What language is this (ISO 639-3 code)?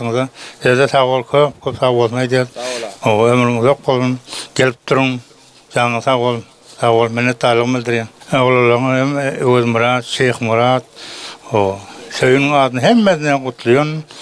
tuk